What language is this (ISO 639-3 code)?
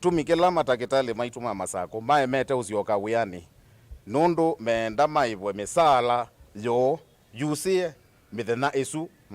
kam